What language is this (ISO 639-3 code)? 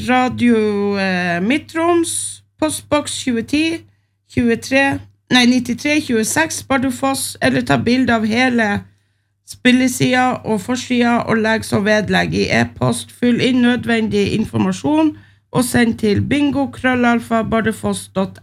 nor